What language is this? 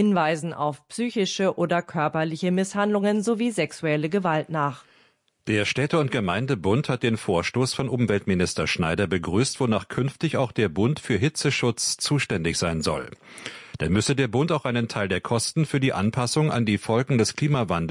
German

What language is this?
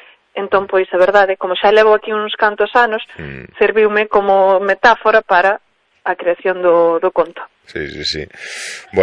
Galician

